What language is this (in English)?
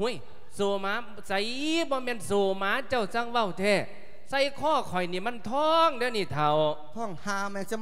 Lao